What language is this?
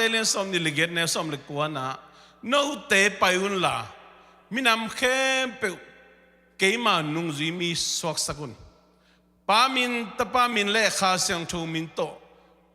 Tedim Chin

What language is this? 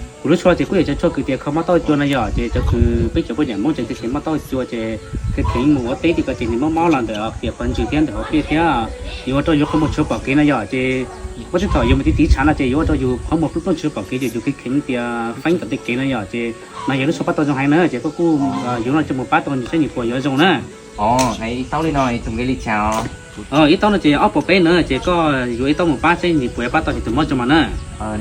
Hmong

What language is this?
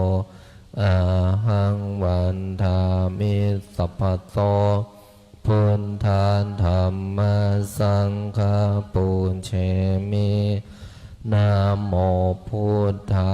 Pali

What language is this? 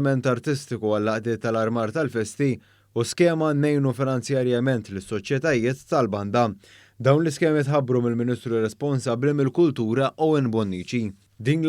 Maltese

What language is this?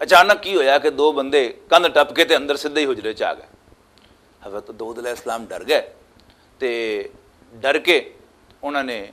Western Panjabi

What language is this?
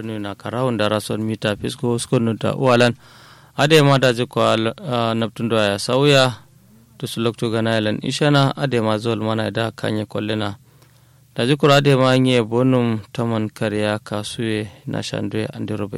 Kanuri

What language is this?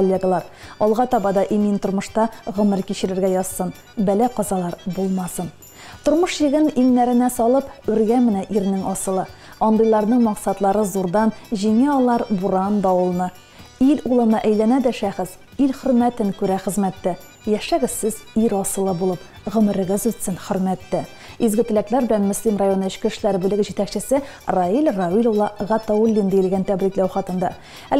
Tatar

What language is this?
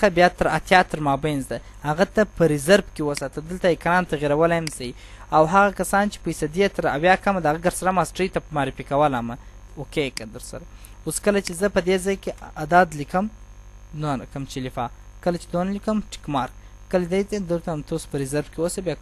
Pashto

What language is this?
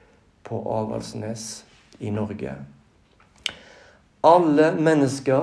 Norwegian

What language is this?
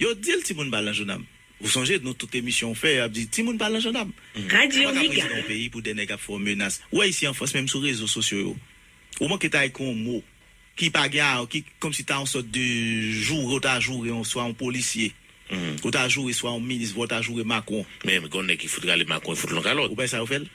Haitian Creole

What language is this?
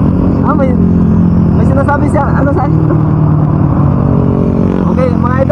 Filipino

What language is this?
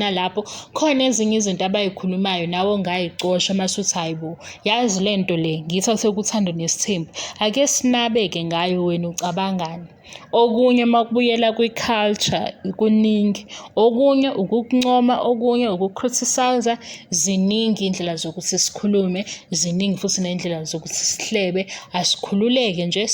Zulu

